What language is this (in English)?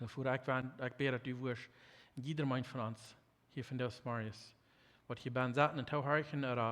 Plautdietsch